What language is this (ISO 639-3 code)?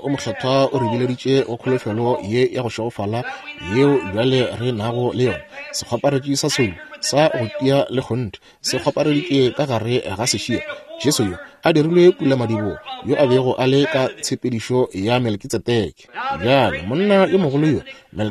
nso